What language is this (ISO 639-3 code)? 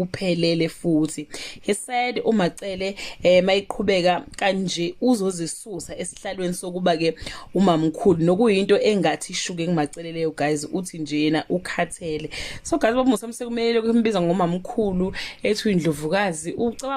zul